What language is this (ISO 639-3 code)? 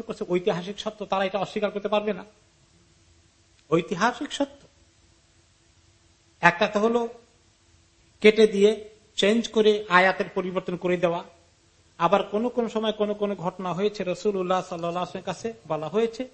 ben